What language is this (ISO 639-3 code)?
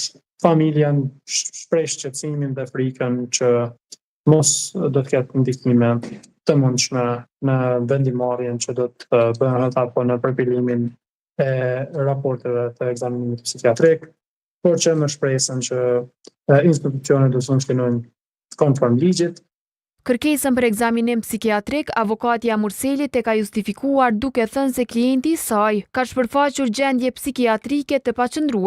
sqi